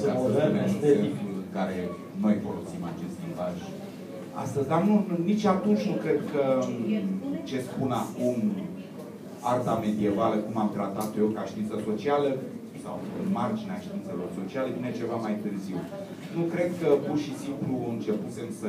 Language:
Romanian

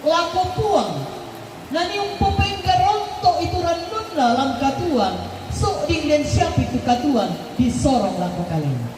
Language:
Toraja-Sa'dan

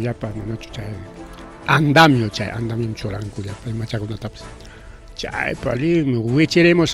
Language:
Ayacucho Quechua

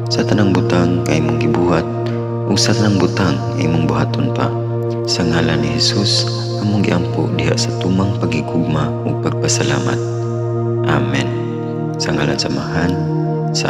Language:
Cebuano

